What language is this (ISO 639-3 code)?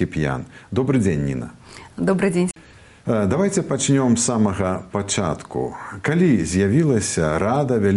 bel